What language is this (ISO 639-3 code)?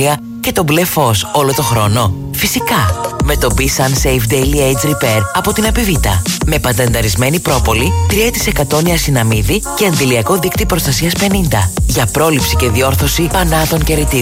ell